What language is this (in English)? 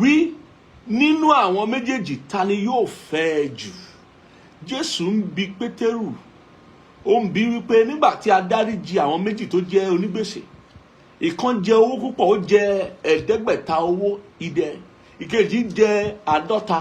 Yoruba